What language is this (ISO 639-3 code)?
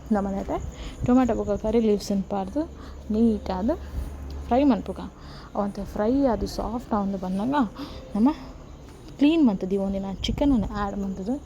tcy